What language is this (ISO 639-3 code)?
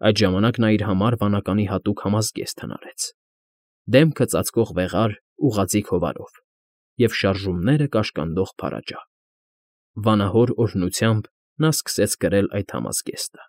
hye